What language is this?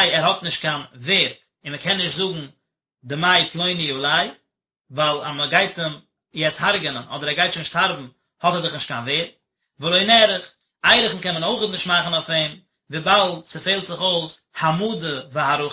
Yiddish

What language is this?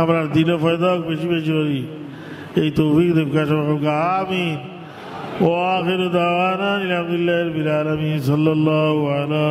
Sylheti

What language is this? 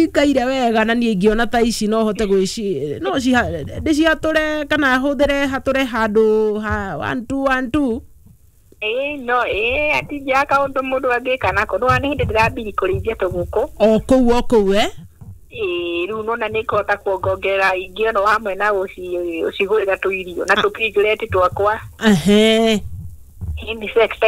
Kikuyu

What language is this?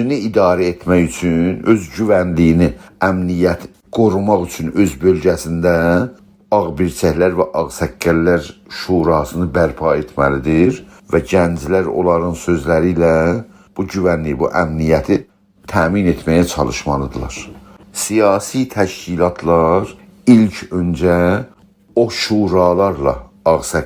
South Azerbaijani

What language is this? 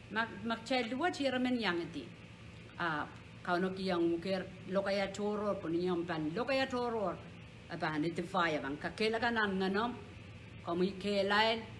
Pohnpeian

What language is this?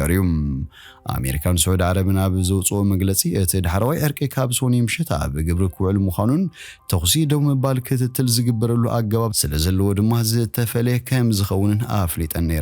Tigrinya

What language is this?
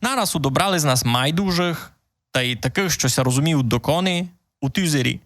Rusyn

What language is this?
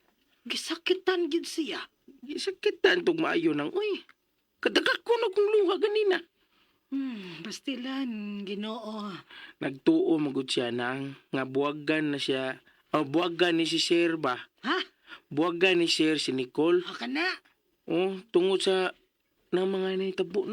Cebuano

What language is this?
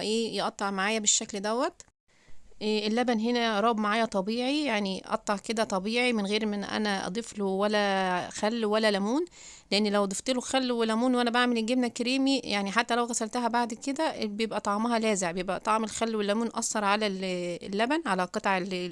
Egyptian Arabic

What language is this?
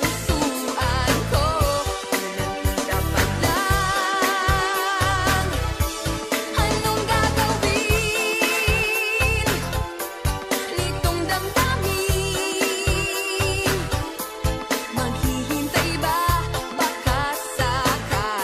Filipino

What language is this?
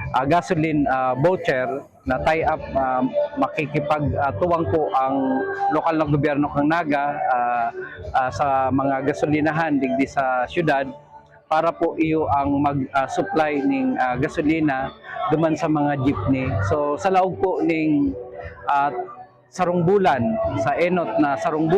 Bikol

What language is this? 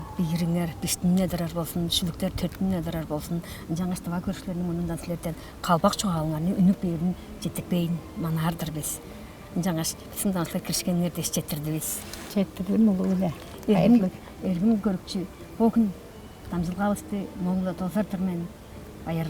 Tuvinian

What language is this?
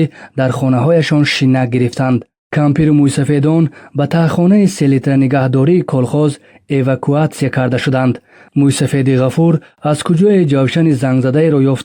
Tajik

